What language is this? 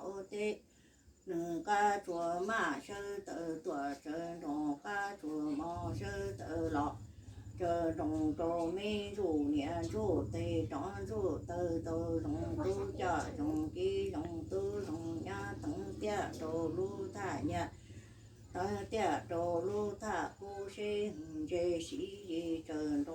Hmong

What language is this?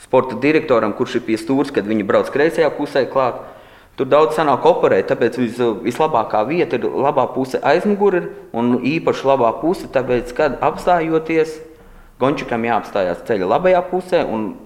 Latvian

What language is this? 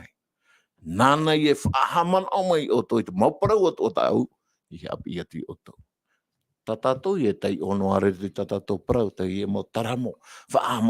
Tahitian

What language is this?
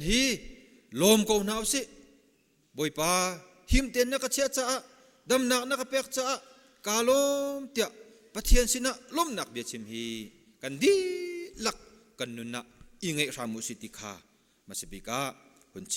Hakha Chin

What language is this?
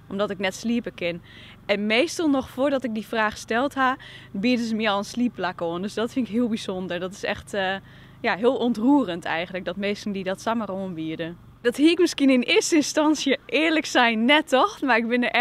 Western Frisian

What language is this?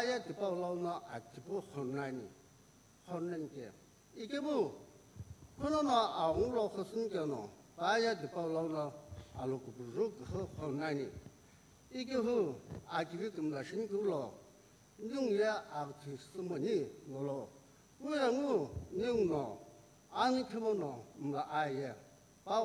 Sumi Naga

